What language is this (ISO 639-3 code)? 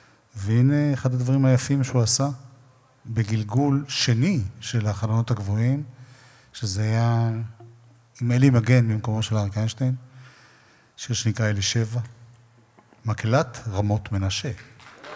heb